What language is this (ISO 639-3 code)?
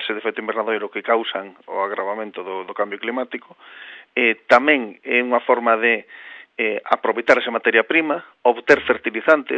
glg